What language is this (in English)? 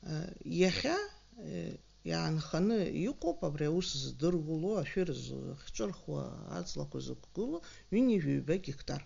Abkhazian